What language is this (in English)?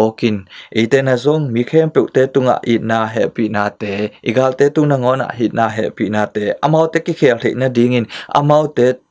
Tedim Chin